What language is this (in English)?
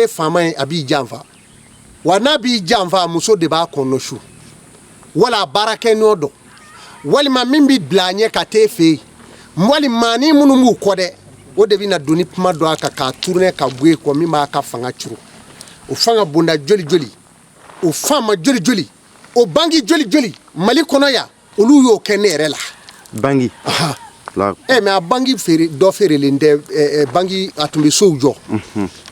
Bambara